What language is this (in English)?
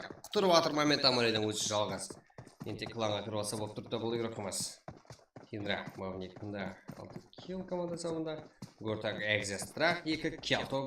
Kara-Kalpak